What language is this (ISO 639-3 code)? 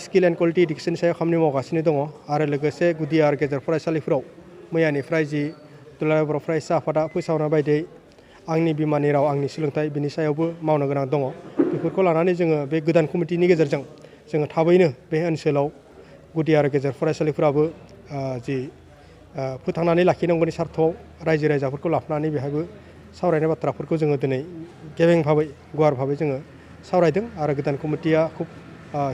brx